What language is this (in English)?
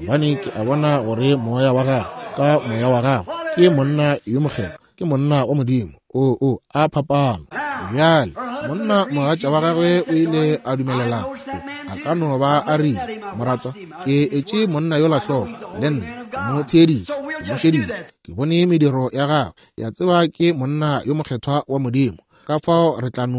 Northern Sotho